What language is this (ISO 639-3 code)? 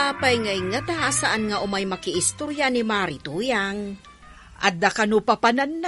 ilo